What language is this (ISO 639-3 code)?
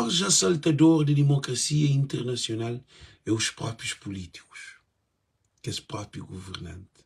kea